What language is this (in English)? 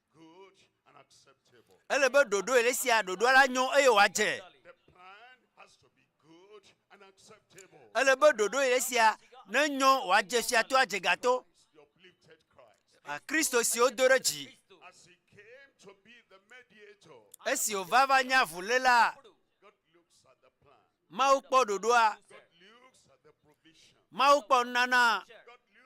Ewe